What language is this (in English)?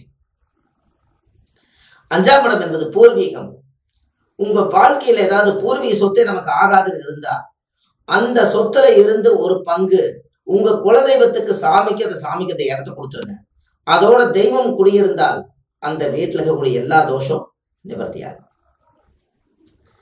Tamil